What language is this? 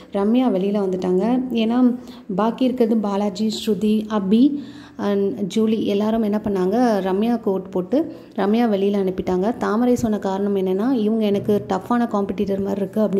Tamil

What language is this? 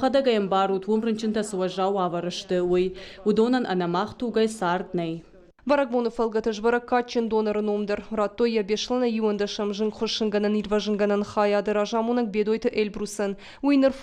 Ossetic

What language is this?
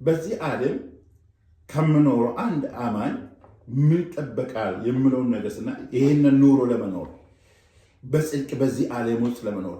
Amharic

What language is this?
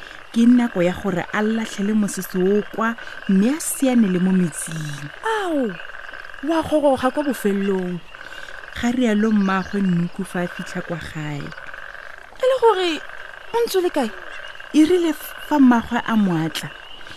Tswana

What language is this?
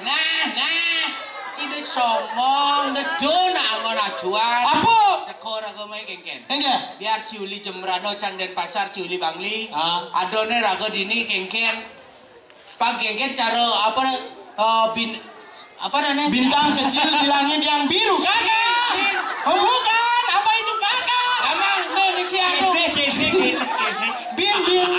Balinese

